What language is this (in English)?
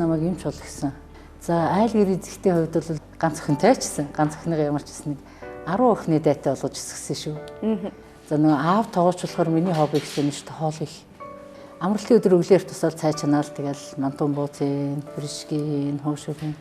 Mongolian